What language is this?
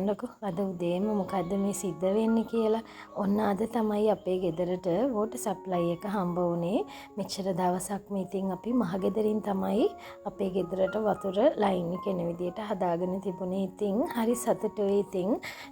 Sinhala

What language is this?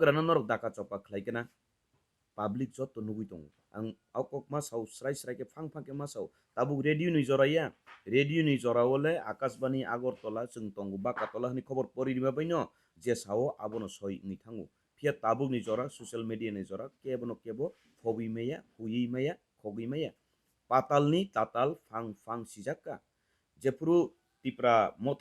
Kok Borok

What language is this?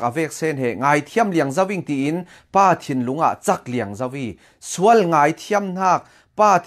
Falam Chin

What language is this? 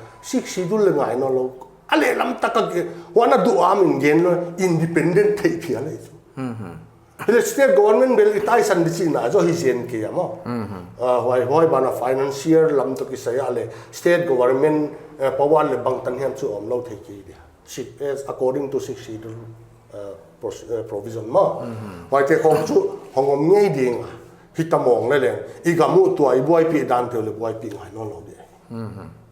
Paite Chin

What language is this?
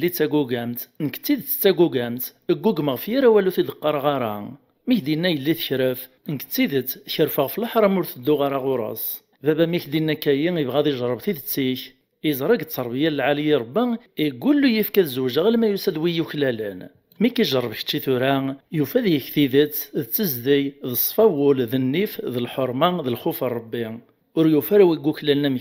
Kabyle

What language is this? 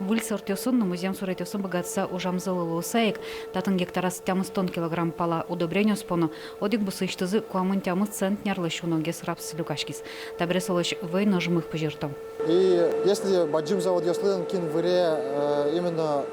Udmurt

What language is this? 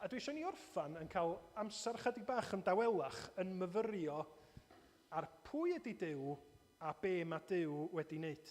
Welsh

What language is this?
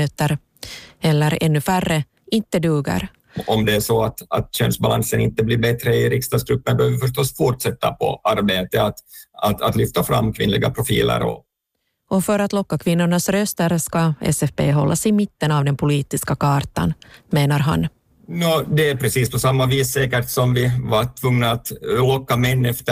Swedish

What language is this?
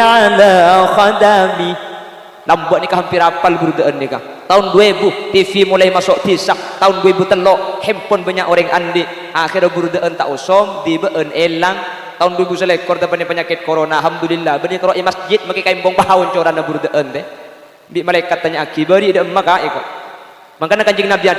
Madurese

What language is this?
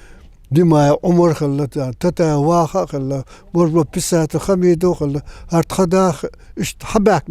Chechen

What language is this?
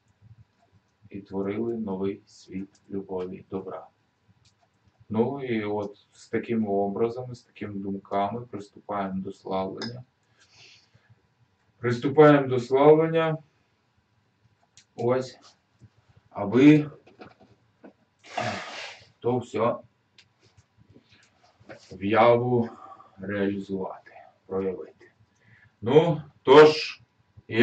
Ukrainian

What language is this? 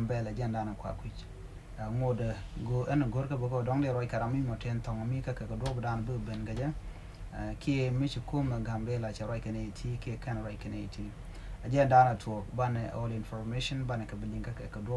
Nuer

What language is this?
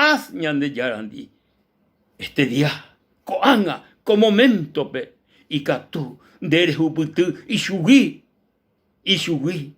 Guarani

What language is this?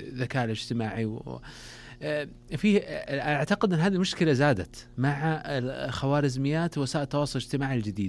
Najdi Arabic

